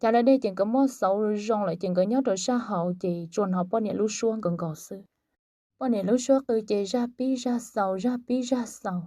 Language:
Hmong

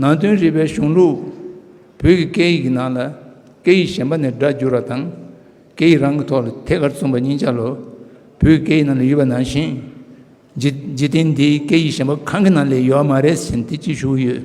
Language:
Tibetan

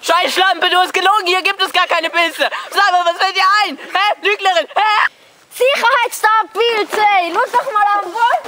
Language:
Swiss German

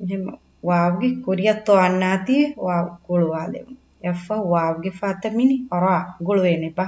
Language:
Divehi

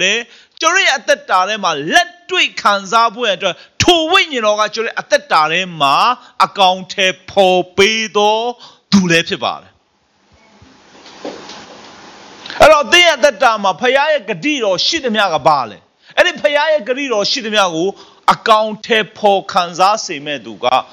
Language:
Burmese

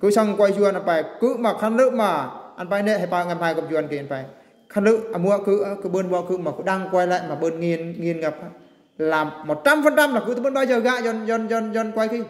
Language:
Eastern Bru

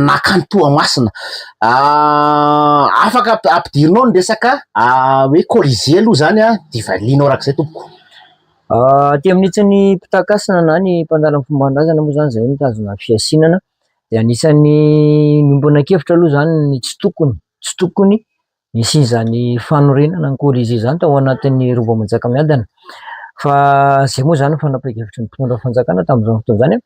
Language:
Malagasy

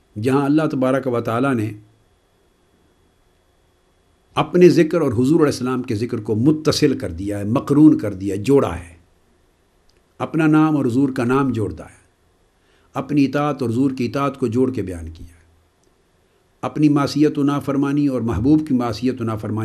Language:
Urdu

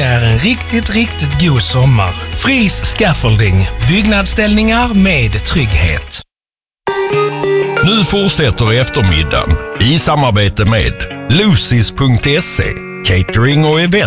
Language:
Swedish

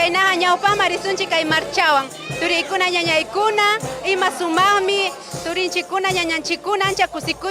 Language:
Ayacucho Quechua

